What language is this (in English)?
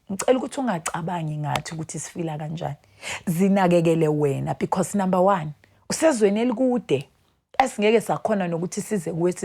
Zulu